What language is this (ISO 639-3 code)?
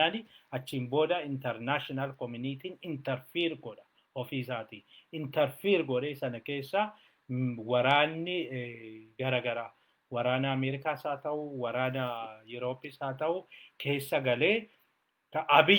orm